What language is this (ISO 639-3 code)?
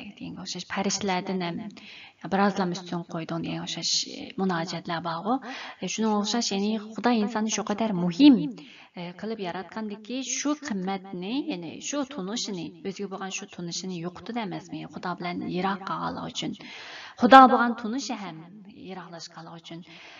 uig